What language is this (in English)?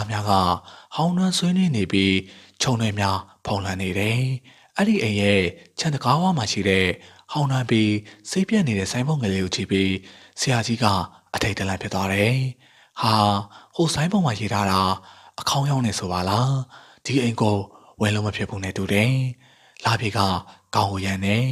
Burmese